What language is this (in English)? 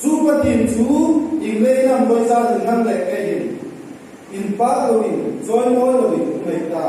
Hmar